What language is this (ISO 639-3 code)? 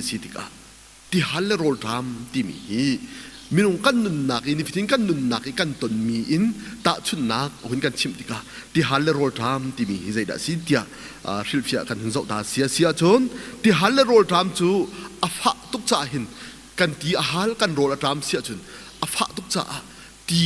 cnh